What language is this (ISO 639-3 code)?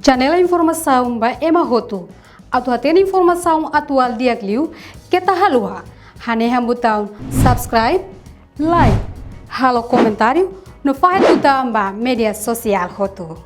tet